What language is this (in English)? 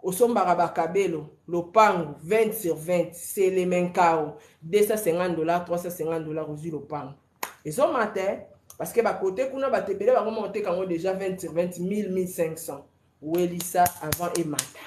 Lingala